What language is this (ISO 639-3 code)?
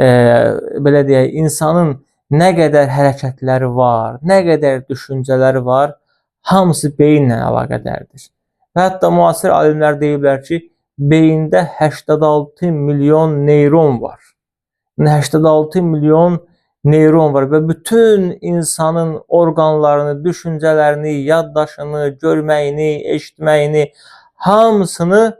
aze